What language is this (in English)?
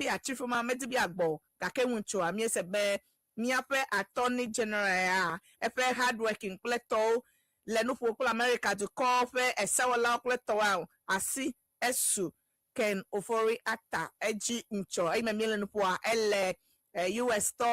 Ewe